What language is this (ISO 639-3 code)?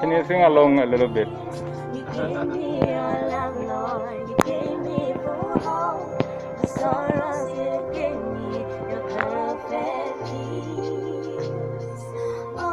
ven